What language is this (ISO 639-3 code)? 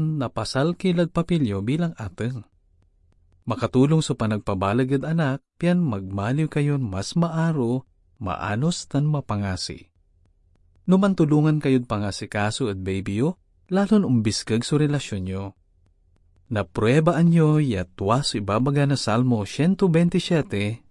pag